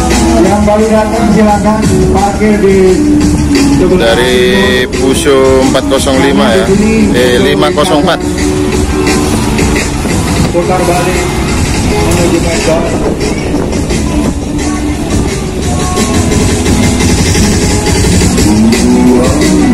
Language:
Indonesian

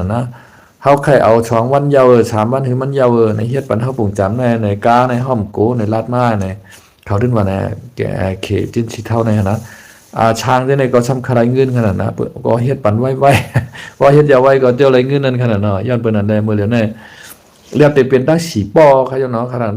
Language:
Shan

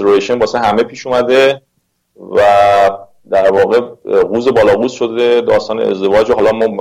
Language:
Persian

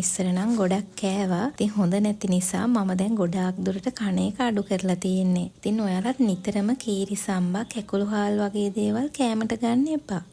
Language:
Sinhala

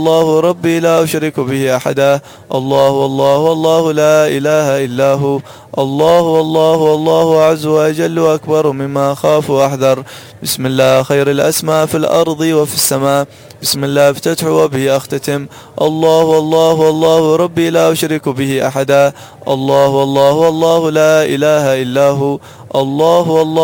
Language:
Arabic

